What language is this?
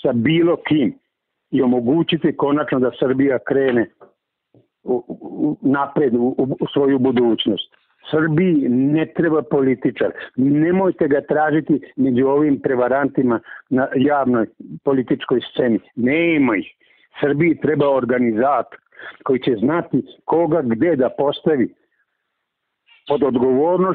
Serbian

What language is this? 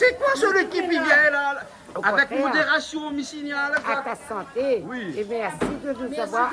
Réunion Creole French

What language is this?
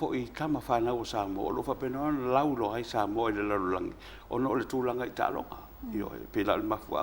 Samoan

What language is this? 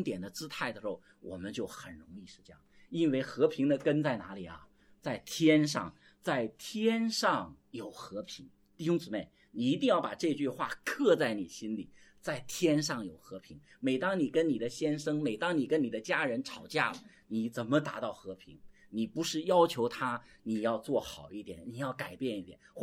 Chinese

